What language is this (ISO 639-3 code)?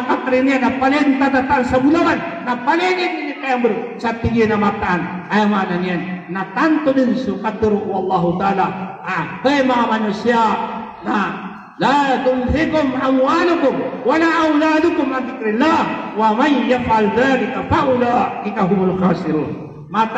mrw